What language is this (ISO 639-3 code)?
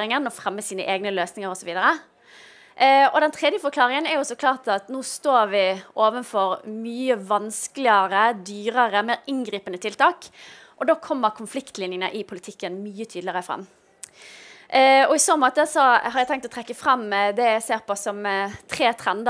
nor